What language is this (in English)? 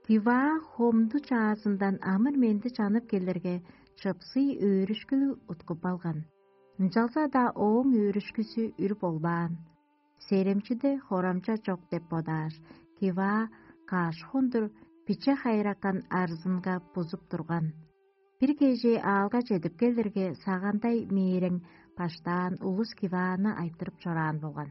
Tuvinian